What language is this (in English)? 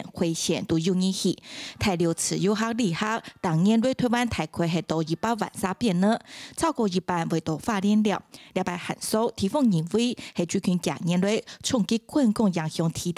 Hakka Chinese